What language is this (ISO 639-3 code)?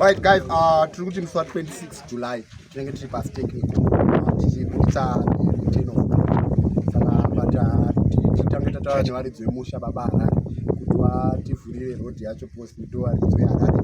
sna